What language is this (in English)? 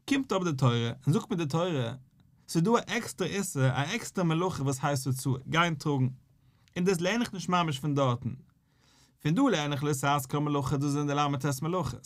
Yiddish